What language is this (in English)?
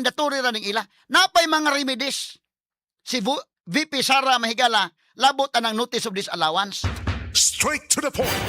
Cebuano